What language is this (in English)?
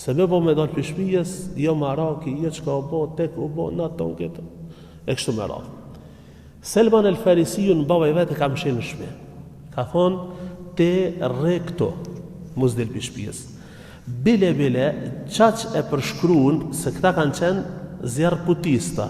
Albanian